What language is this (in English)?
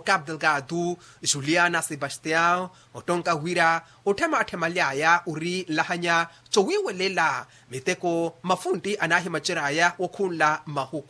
Makhuwa